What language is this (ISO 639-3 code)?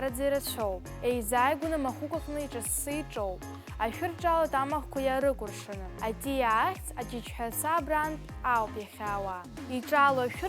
abk